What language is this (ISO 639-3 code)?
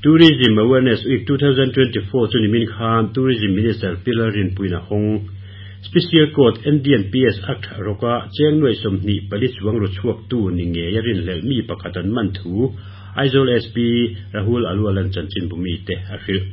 lus